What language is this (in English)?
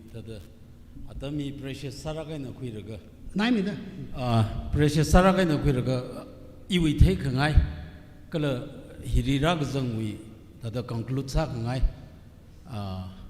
Tangkhul Naga (India)